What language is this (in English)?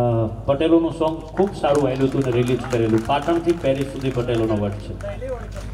Gujarati